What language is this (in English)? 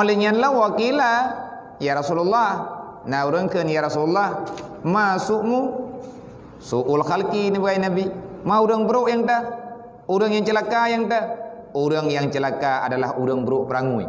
Achinese